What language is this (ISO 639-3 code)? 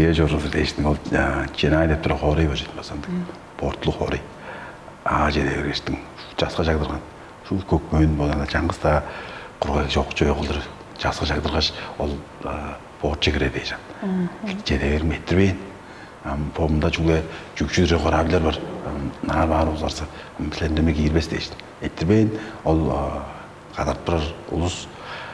tyv